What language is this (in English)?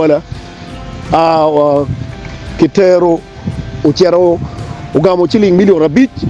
Acoli